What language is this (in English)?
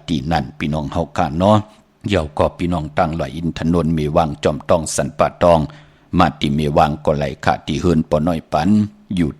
Shan